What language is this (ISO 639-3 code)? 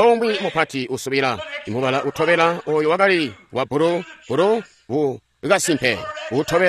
toi